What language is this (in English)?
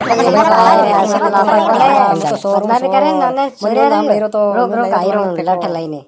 Rajasthani